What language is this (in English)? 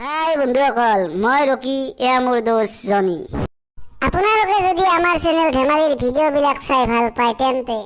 Assamese